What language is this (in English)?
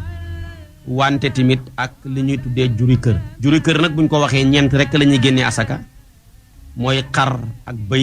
Wolof